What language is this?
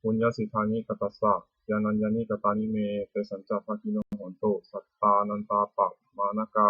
Pali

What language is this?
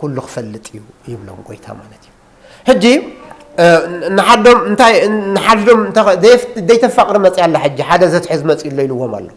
Tigrinya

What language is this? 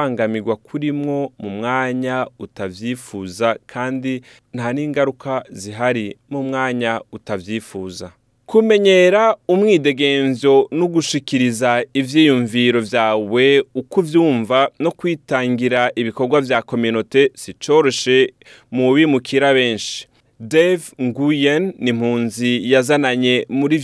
Rundi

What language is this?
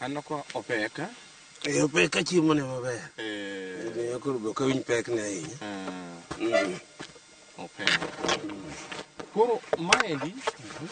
Luo (Kenya and Tanzania)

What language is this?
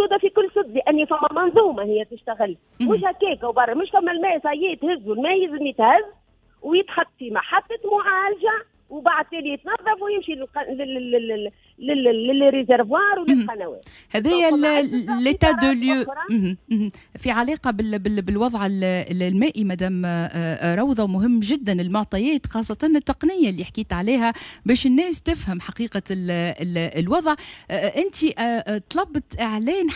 Tunisian Arabic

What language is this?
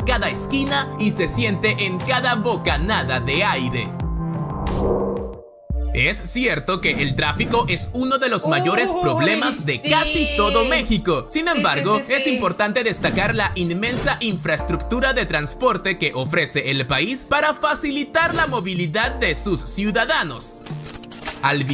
Spanish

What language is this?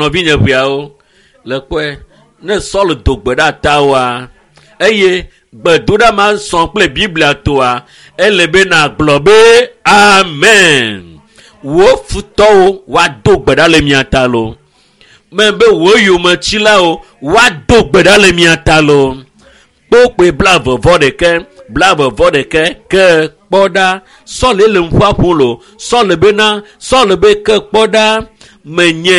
Ewe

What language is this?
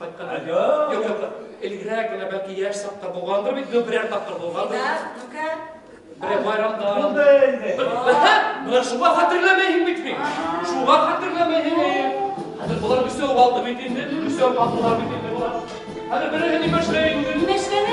Bashkir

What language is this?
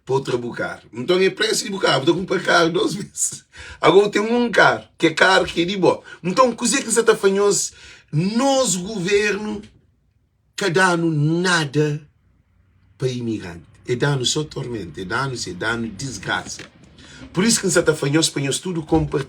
Kabuverdianu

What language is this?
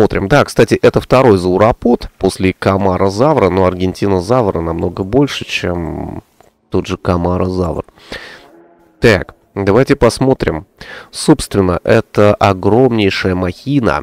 Russian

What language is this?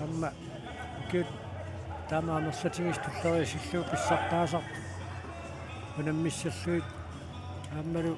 Kalaallisut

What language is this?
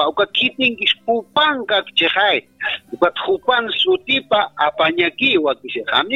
Aymara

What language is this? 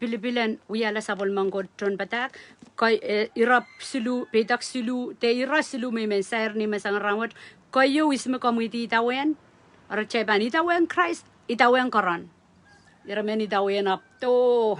Pohnpeian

